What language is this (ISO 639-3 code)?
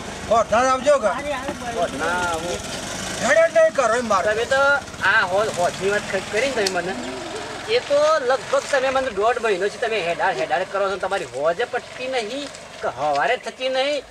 guj